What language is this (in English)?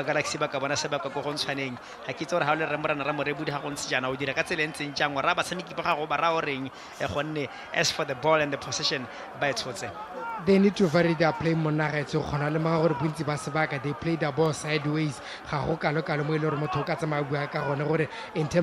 Tswana